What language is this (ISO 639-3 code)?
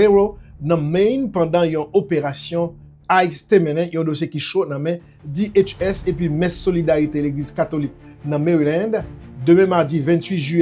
hat